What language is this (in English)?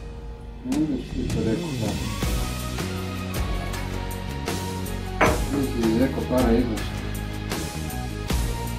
Croatian